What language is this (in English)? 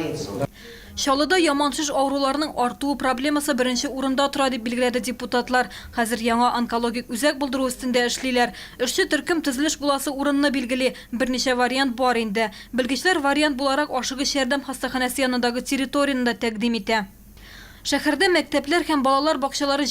Tatar